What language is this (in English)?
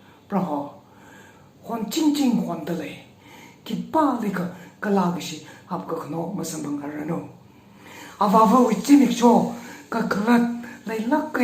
Tangkhul Naga (India)